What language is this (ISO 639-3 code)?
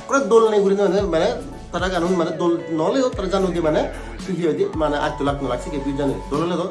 ccp